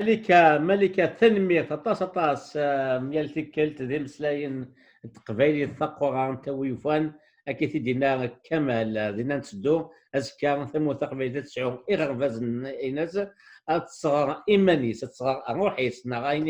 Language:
Kabyle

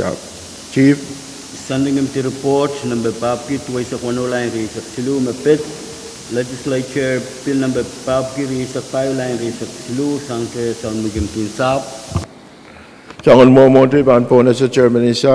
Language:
Pohnpeian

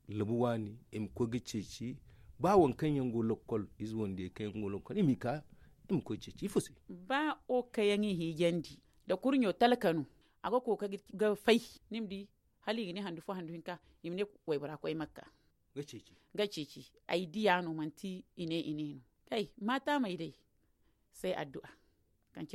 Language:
Zarma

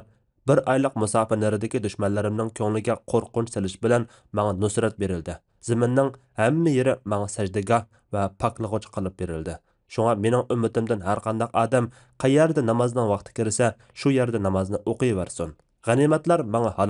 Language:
Uyghur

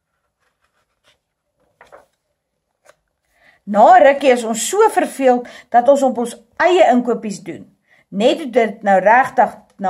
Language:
Afrikaans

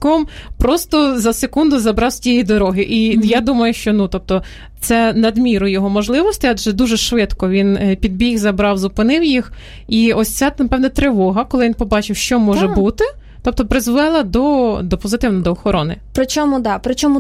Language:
Ukrainian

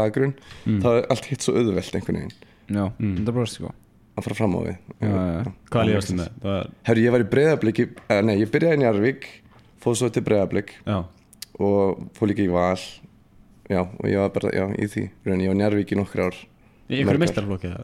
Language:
Icelandic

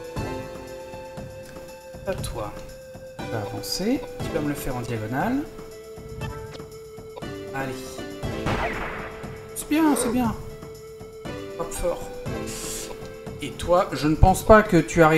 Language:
French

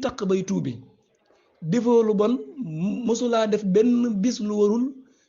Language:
Wolof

